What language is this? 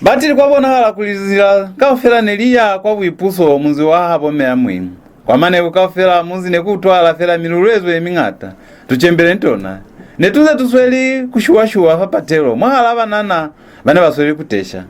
Lozi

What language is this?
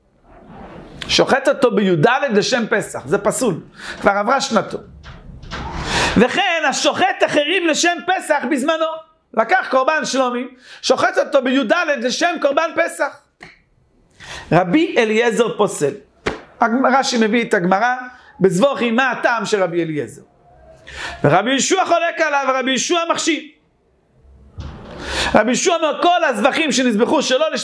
Hebrew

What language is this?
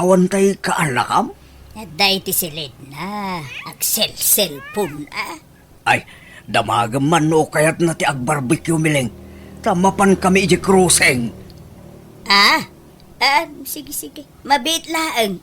Iloko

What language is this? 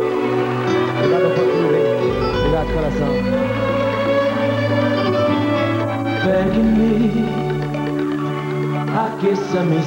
Portuguese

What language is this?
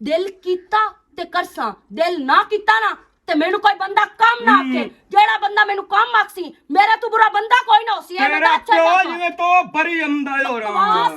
Western Panjabi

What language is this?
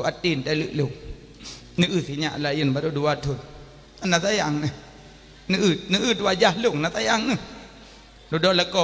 Achinese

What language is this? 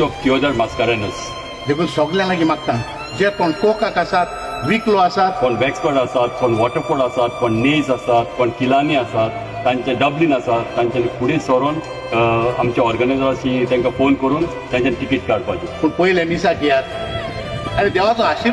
Konkani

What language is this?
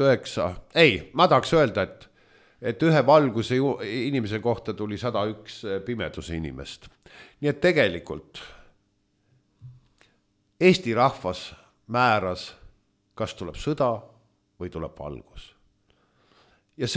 Estonian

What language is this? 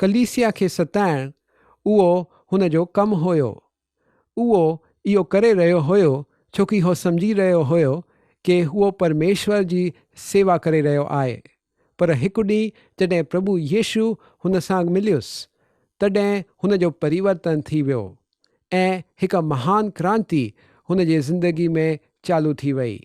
Sindhi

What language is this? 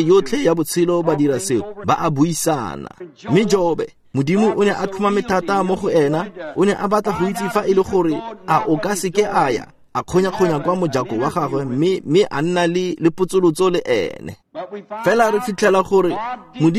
Tswana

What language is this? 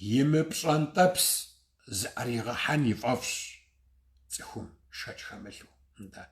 Kabardian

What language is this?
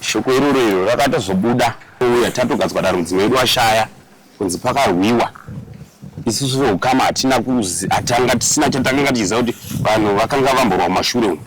Shona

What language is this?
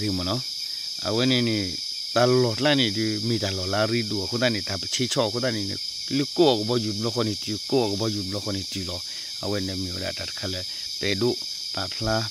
S'gaw Karen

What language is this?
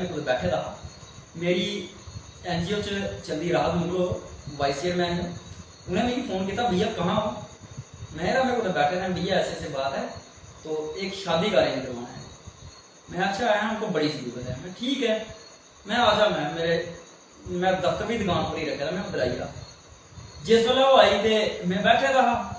Dogri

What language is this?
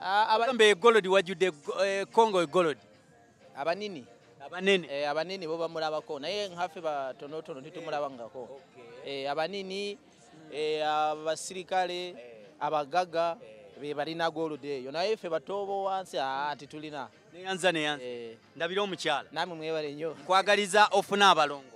Ganda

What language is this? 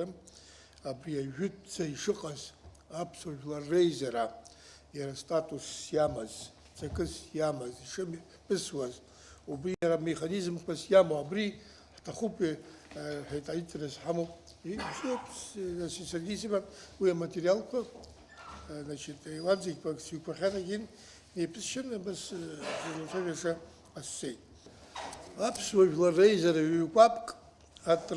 Abkhazian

